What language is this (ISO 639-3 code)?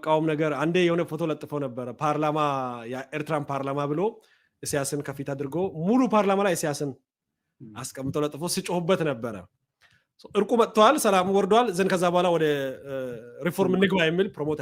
amh